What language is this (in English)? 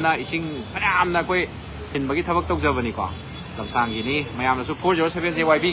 Manipuri